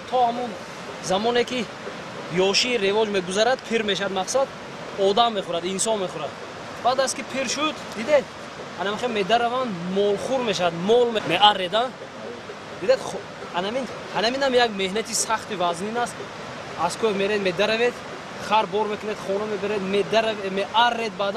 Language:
Tajik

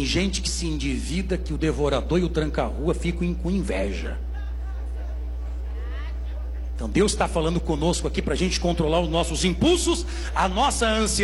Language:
Portuguese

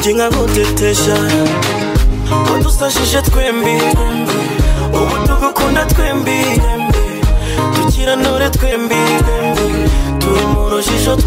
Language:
Kinyarwanda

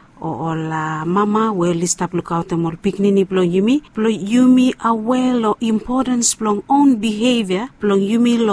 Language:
Bislama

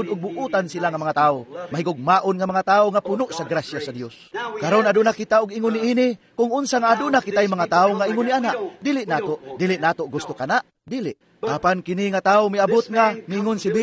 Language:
Cebuano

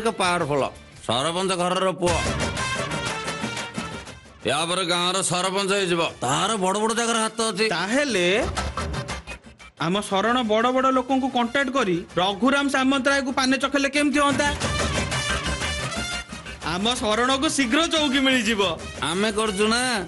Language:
Odia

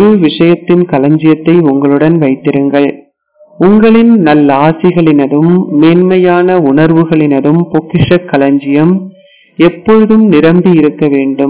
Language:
Tamil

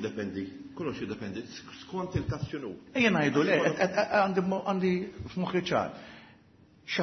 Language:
Maltese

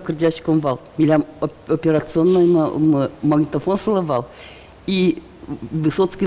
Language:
Udmurt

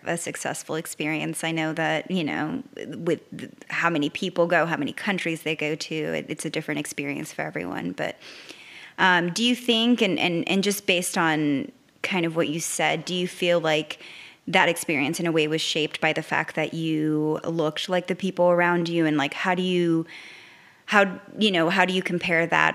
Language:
English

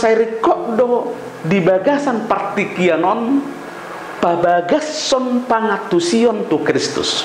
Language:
Batak Toba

